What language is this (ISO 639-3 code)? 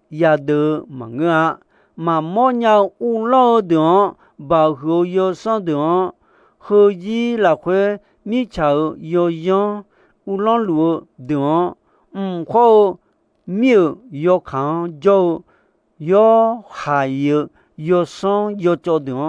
ahk